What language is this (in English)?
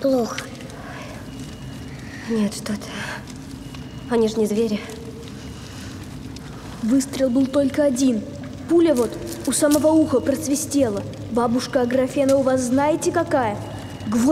Russian